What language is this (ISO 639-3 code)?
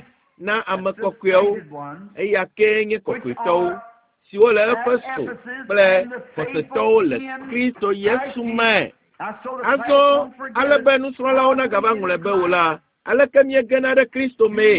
ewe